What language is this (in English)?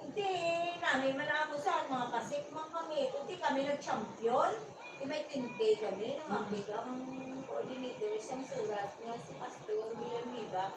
Hiligaynon